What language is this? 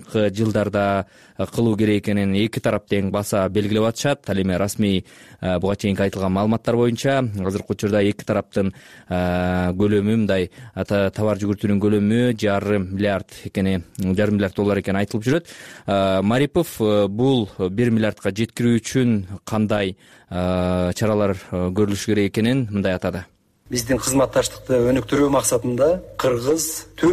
Kyrgyz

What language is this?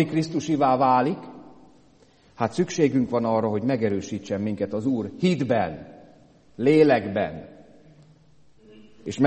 Hungarian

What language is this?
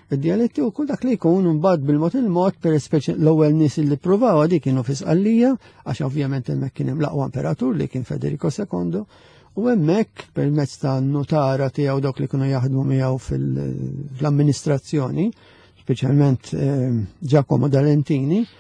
Maltese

